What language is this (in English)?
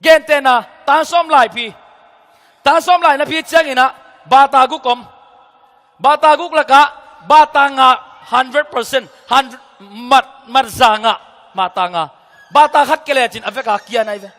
Tedim Chin